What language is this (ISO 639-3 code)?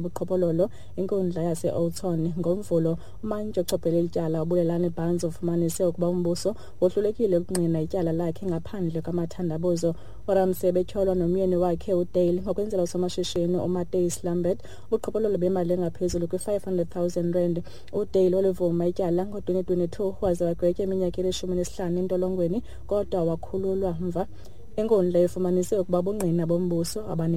xho